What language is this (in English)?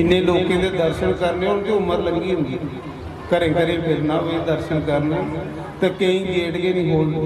Dogri